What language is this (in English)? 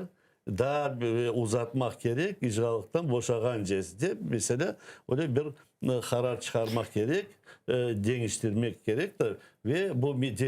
Crimean Tatar